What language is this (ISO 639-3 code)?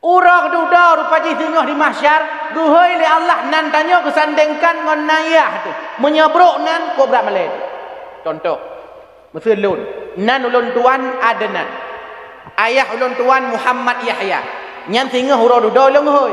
ace